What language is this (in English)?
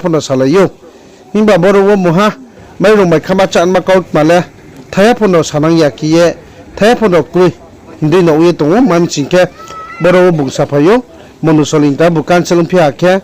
Riang (India)